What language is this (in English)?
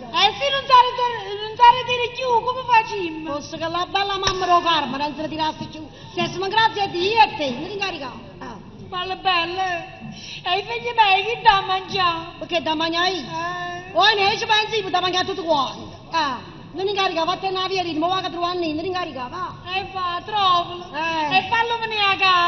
Neapolitan